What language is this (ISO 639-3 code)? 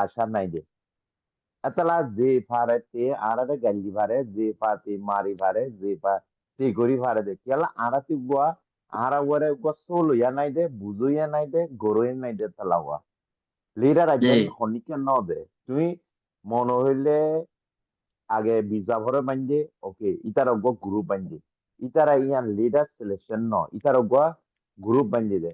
rhg